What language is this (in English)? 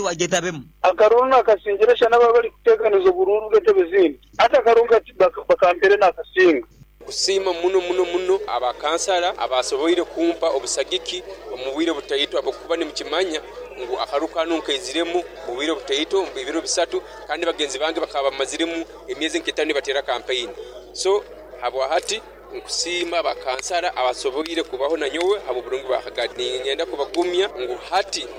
Nyankole